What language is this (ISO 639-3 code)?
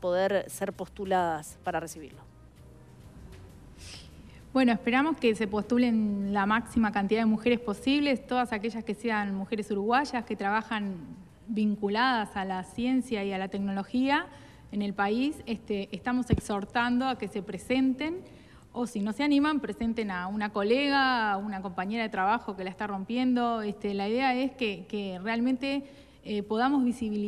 spa